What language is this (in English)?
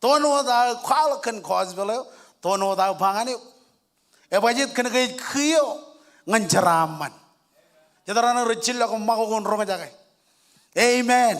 Marshallese